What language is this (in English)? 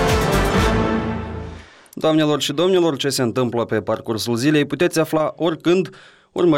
Romanian